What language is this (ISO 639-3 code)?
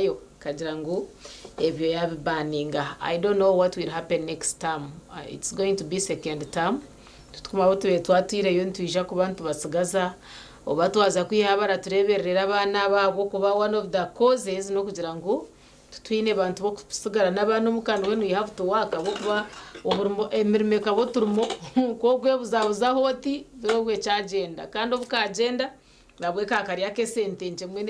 nyn